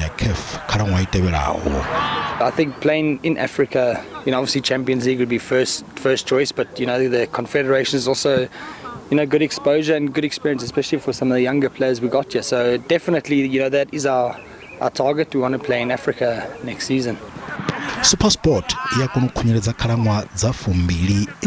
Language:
Venda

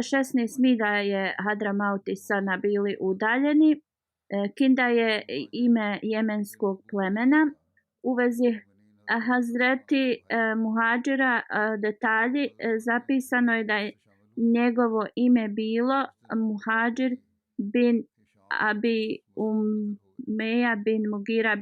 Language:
Bosnian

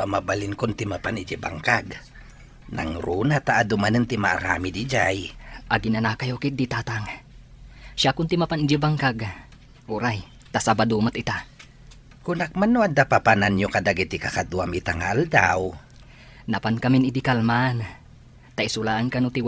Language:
Iloko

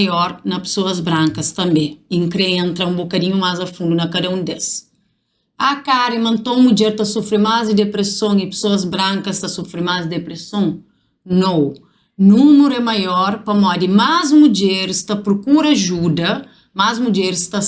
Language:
Kabuverdianu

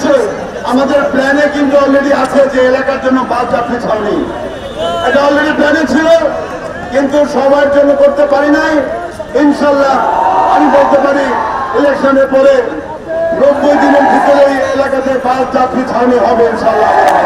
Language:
Bangla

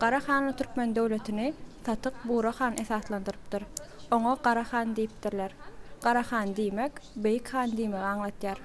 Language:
Turkmen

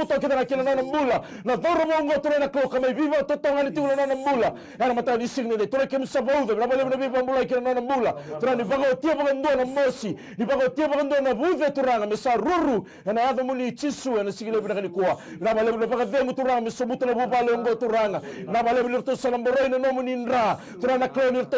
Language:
Fijian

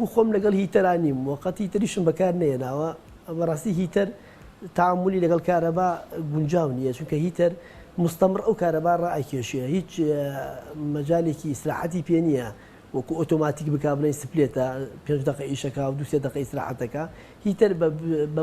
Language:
Central Kurdish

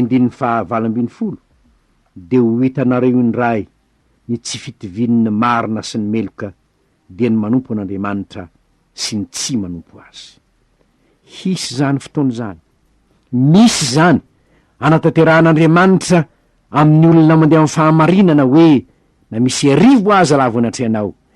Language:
Malagasy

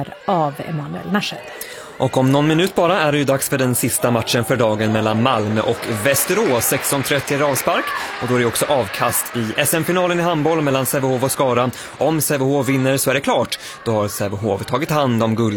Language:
Swedish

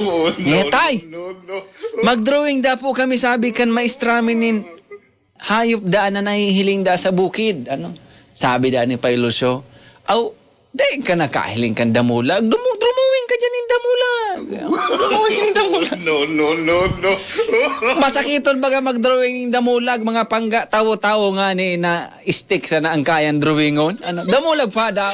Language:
Bikol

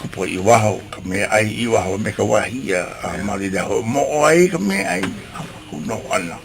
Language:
Hawaiian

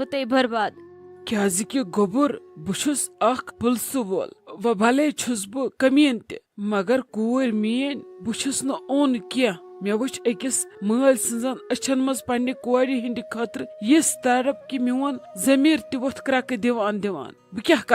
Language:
Kashmiri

